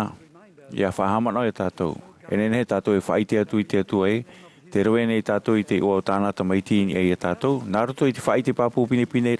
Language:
Tahitian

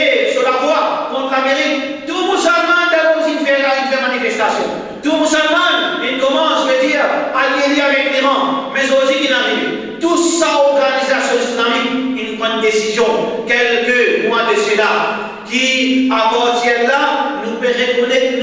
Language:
Morisyen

